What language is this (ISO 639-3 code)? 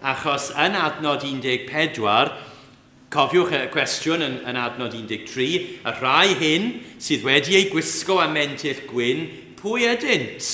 cym